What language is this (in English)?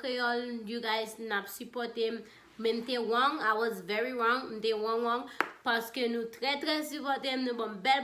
Haitian Creole